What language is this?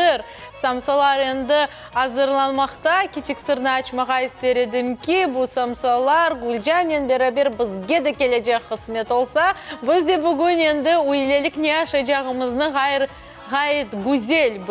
Crimean Tatar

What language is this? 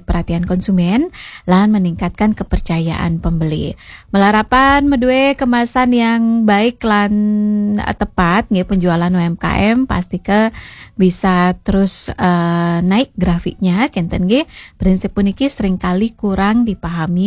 Balinese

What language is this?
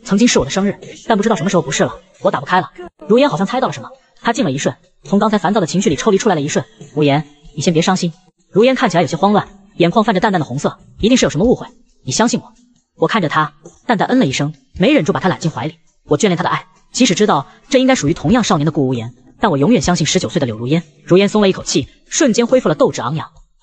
Chinese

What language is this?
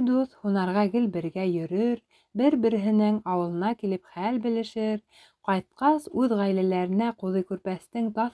Bashkir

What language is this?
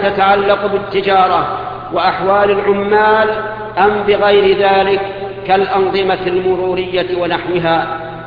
Arabic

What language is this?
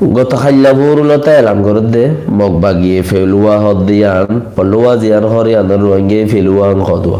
Rohingya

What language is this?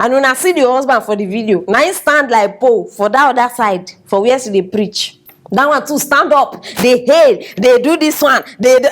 Nigerian Pidgin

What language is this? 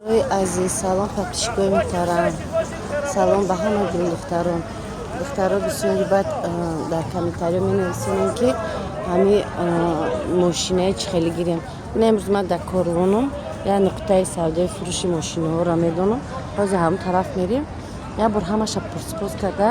Tajik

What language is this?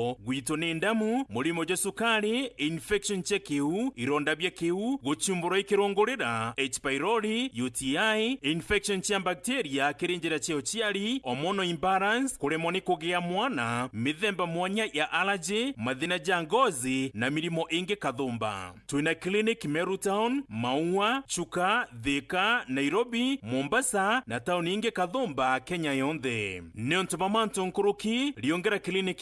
Meru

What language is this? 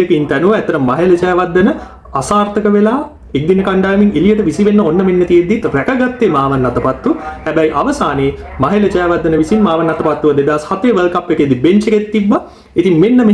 Sinhala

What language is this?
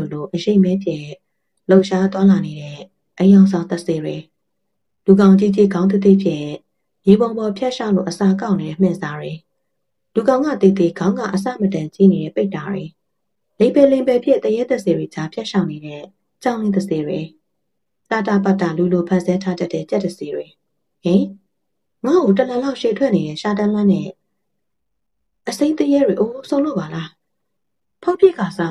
Burmese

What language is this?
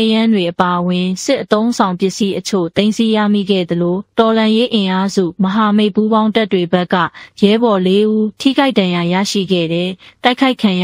Burmese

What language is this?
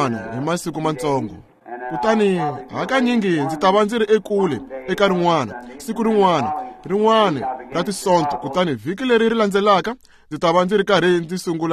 Tsonga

